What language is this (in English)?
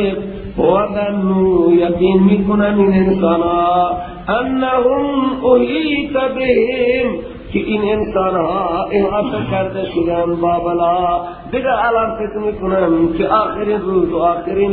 Persian